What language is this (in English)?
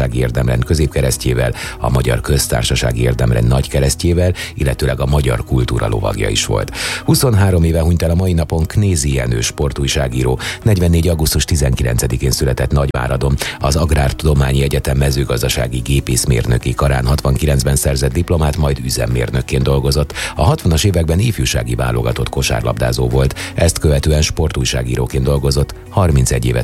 Hungarian